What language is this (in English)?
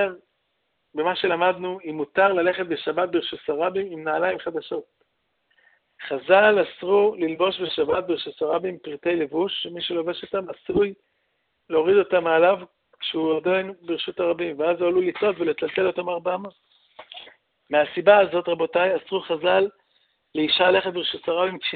Hebrew